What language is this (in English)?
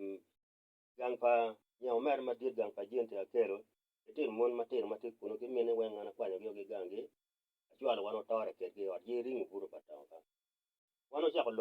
Acoli